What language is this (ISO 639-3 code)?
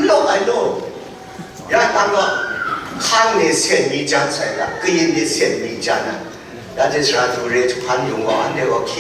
kac